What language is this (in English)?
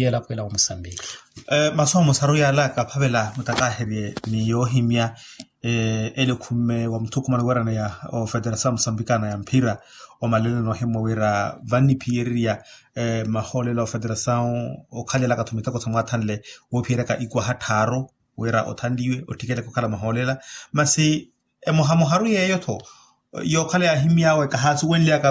Makhuwa